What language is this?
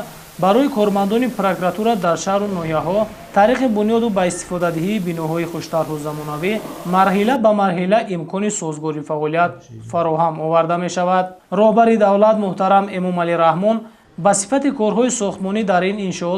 Tajik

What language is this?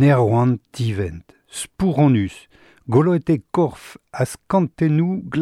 Breton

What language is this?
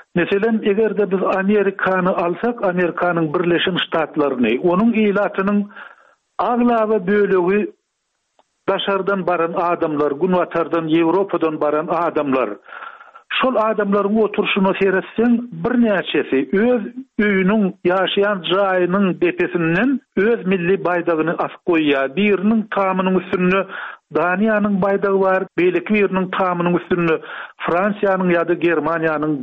Turkmen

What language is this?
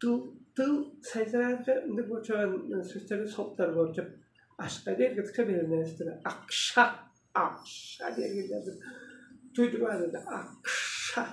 Tuvinian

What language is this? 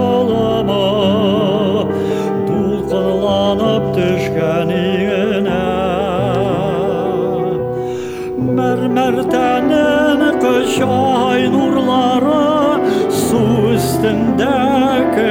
Tatar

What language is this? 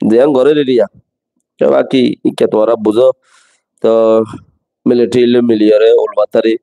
Rohingya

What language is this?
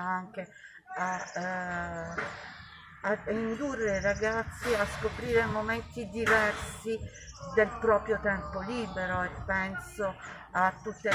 Italian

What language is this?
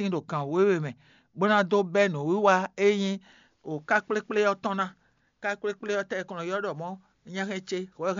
Fon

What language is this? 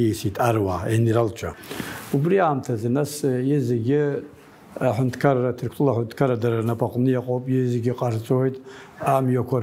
Abkhazian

